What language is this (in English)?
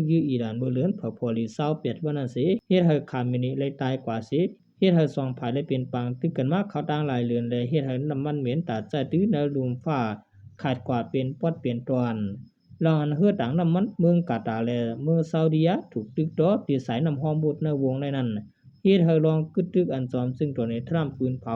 Shan